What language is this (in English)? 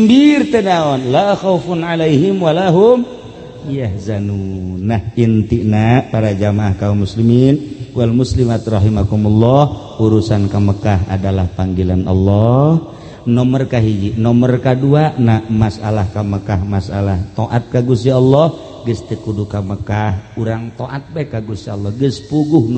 Sundanese